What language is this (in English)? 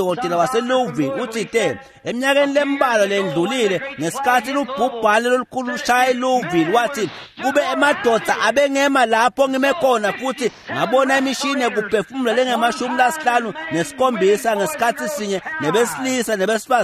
Swati